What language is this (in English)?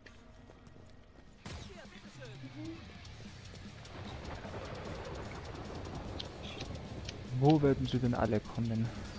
German